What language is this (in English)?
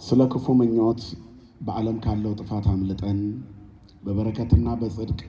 Amharic